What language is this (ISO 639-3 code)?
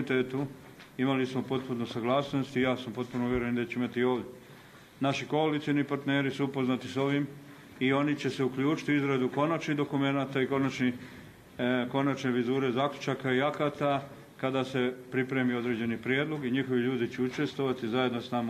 bos